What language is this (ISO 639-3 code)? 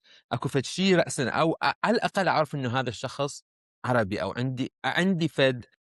acm